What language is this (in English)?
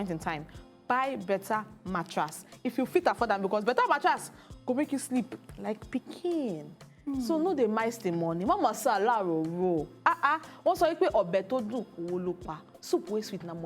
Nigerian Pidgin